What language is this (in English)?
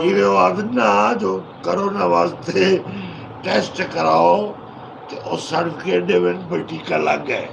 Saraiki